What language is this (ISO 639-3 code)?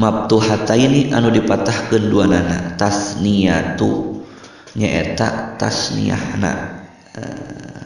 sun